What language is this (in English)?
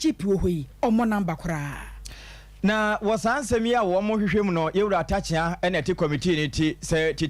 Akan